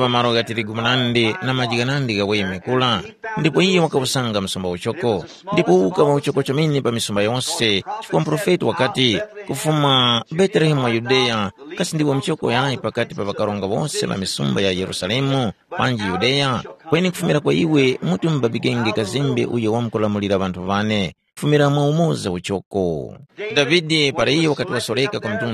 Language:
Tumbuka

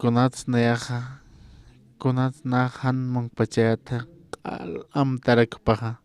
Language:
Aymara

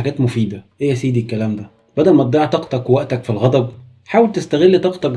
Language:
Egyptian Arabic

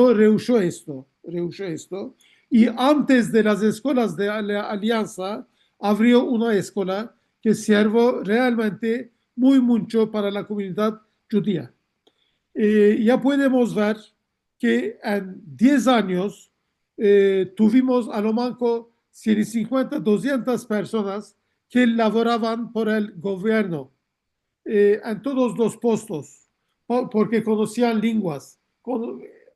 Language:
Ladino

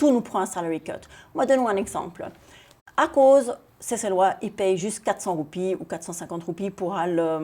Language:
Seselwa Creole French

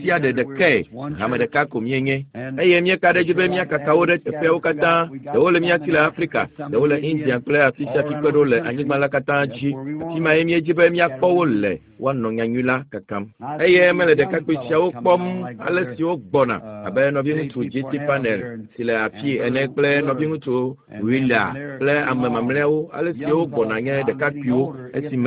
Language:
Ewe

